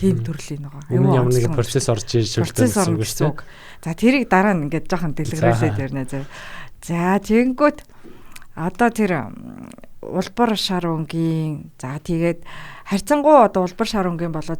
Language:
Mongolian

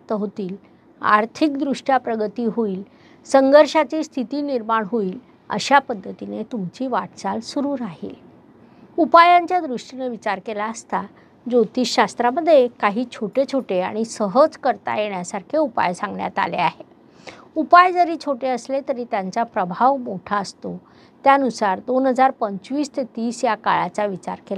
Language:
Marathi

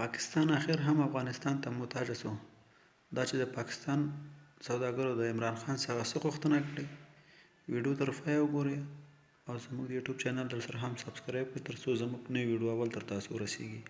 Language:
Pashto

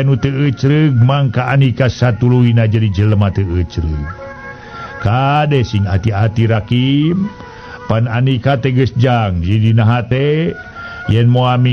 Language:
Sundanese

